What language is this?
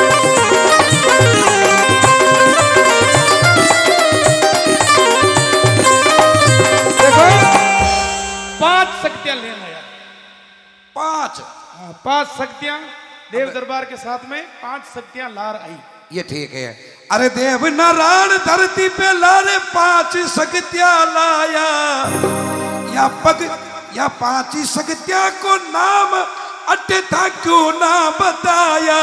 Hindi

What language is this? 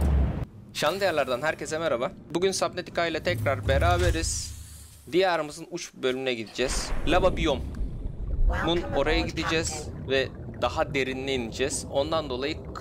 Turkish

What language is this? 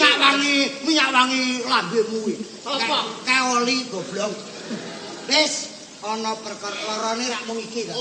Javanese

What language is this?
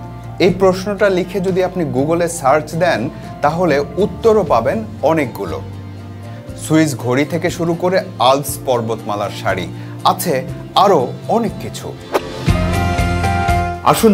Bangla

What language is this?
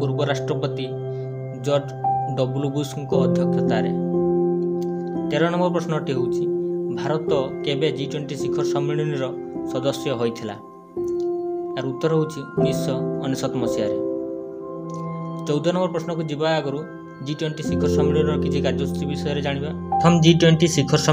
Odia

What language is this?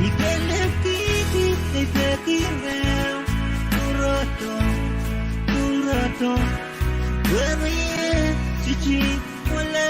Pohnpeian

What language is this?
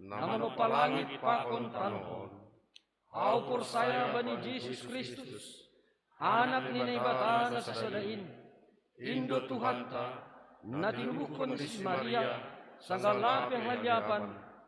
Batak Simalungun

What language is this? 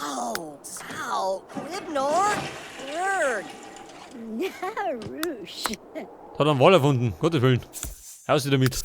Bavarian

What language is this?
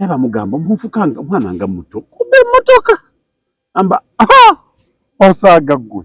Ganda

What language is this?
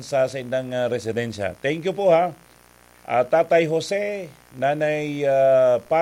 Bikol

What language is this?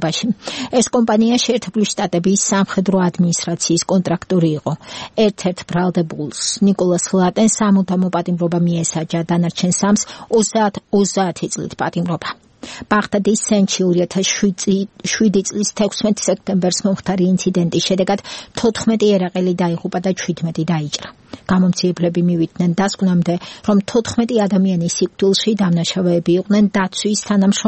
Georgian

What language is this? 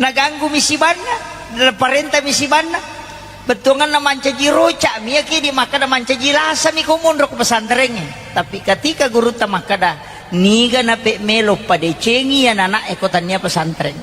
Buginese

